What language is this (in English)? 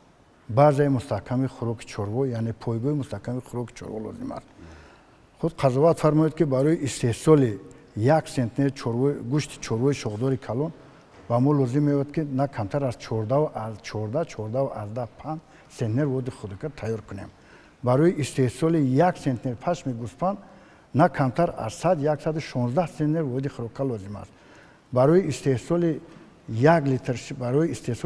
Tajik